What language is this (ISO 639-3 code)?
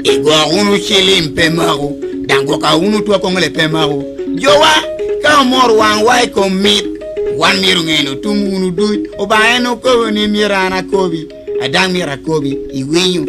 laj